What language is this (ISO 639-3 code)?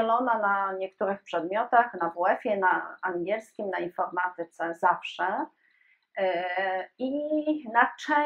pol